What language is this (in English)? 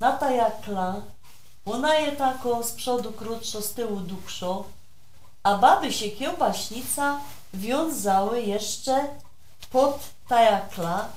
Silesian